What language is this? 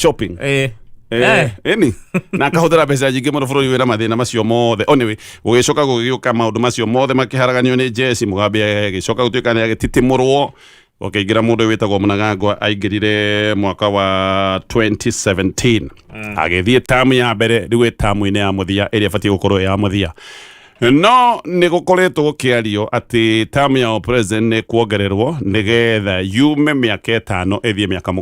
Kikuyu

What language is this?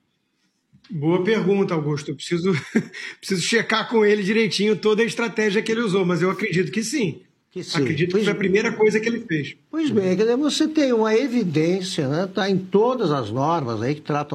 Portuguese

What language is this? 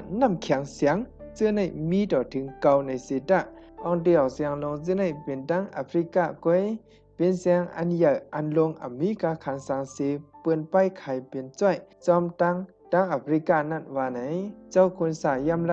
Shan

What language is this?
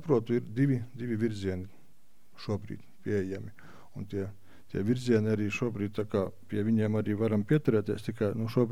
Latvian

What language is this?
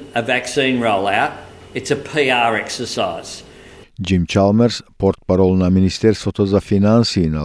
Macedonian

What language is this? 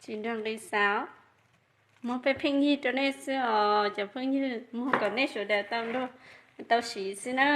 Hmong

